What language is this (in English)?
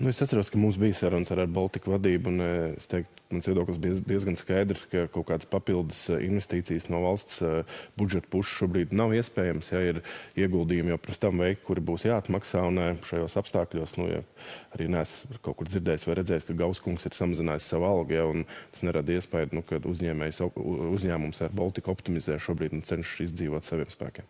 Latvian